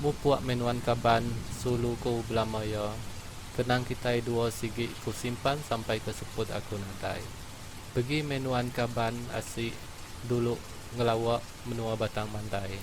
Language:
Iban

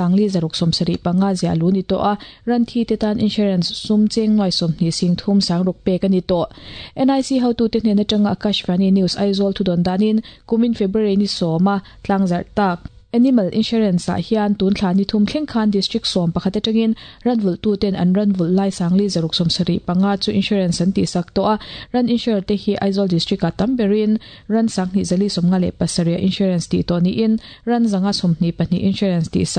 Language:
Mizo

